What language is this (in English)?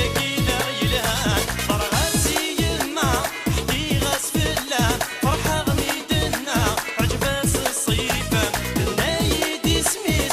Kabyle